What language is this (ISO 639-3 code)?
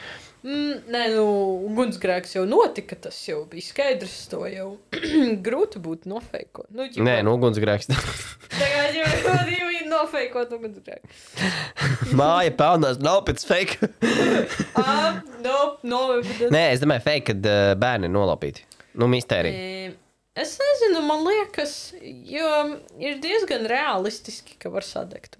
lav